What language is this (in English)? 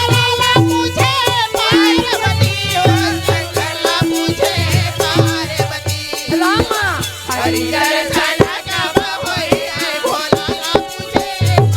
Chhattisgarhi